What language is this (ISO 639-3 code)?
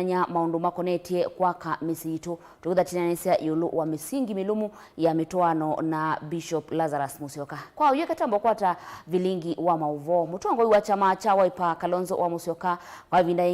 kam